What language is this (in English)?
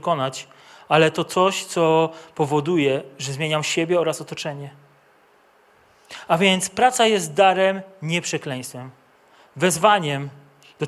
Polish